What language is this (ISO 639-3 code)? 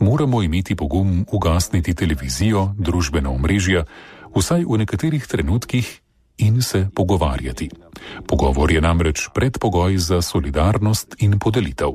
slv